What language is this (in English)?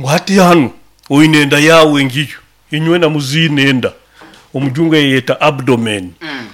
Nyoro